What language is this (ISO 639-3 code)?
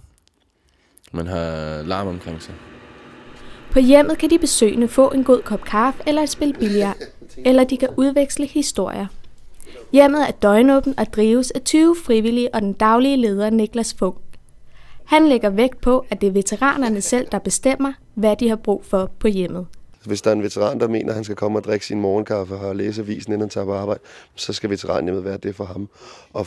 dan